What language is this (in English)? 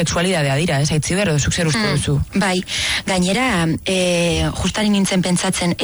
Basque